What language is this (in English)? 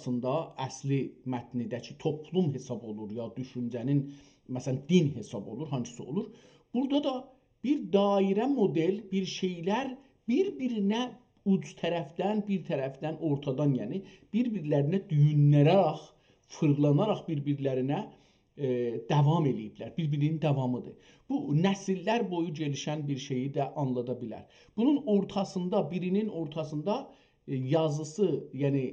South Azerbaijani